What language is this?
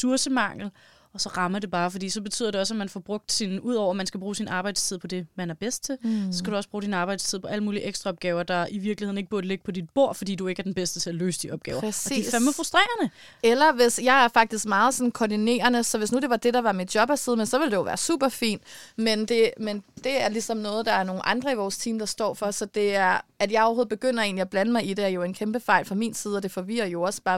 Danish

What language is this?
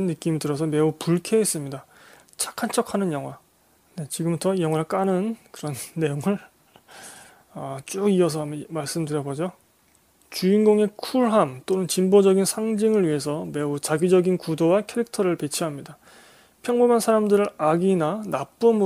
Korean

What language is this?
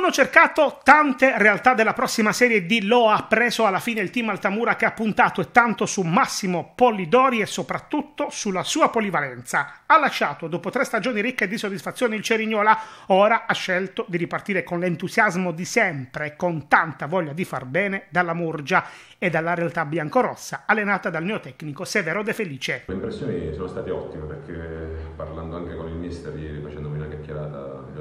Italian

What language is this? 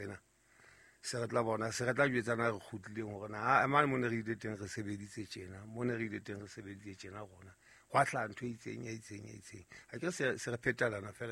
Southern Sotho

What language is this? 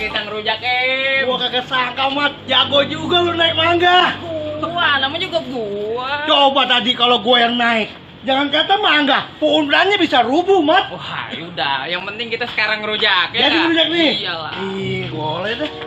Betawi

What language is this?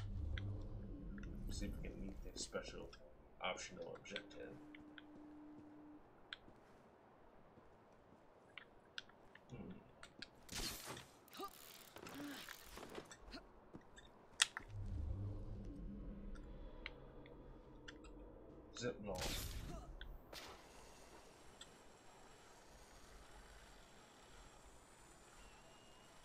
English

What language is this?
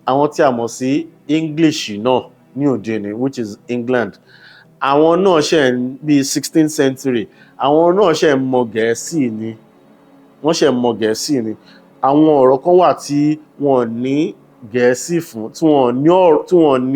Yoruba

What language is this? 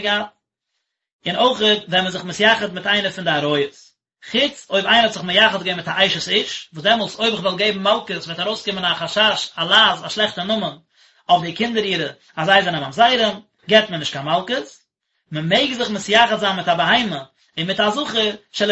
Yiddish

